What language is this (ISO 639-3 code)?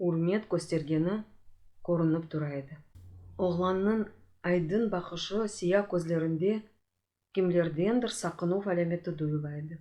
crh